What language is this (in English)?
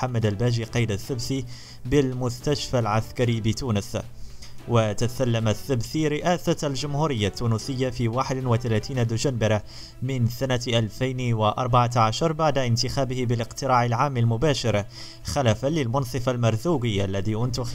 Arabic